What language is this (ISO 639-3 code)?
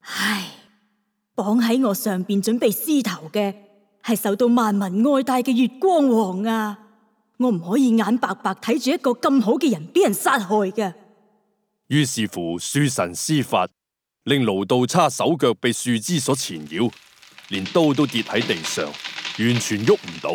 yue